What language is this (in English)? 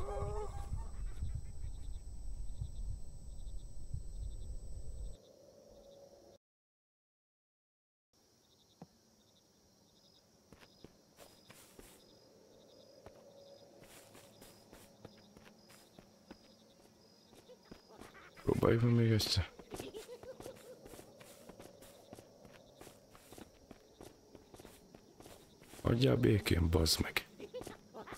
Hungarian